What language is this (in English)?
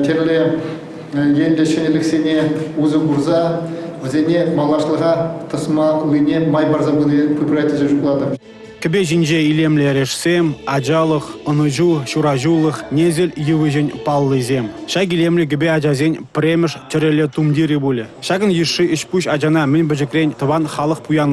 Chuvash